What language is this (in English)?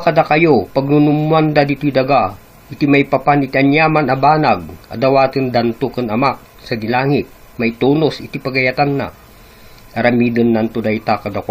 Iloko